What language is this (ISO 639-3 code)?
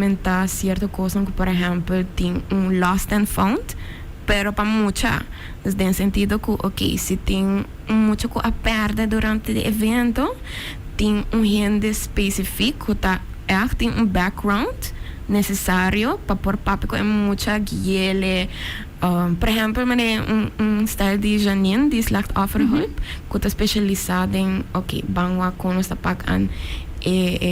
pap